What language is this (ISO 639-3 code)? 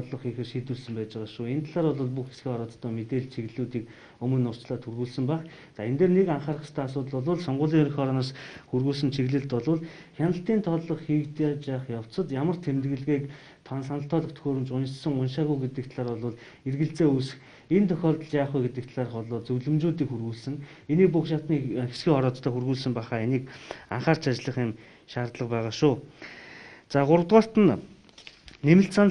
mon